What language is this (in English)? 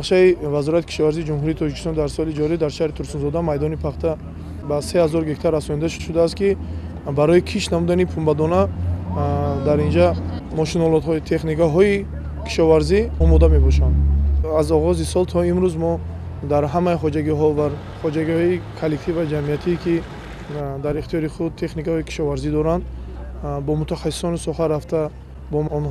Tajik